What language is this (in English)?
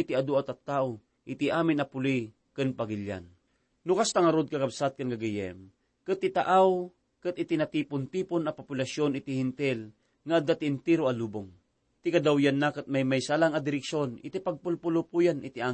Iloko